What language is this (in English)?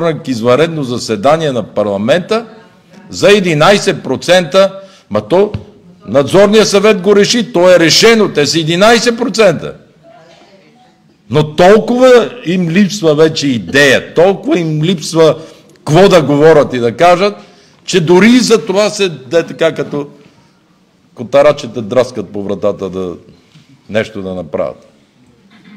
Bulgarian